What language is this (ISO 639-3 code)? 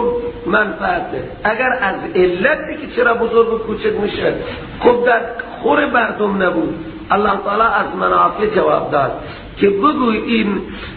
fas